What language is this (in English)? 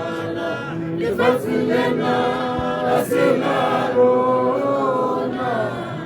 Tswana